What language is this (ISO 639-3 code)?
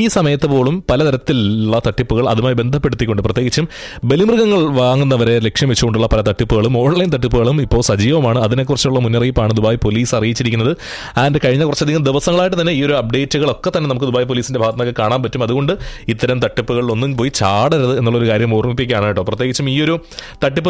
mal